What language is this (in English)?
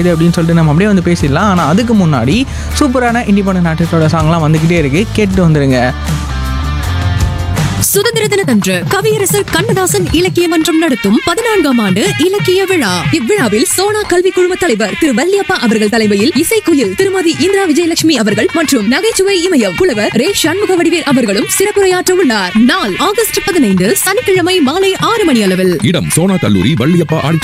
Tamil